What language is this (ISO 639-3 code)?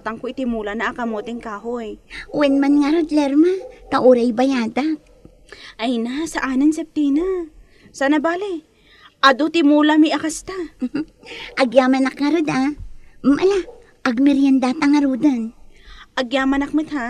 ilo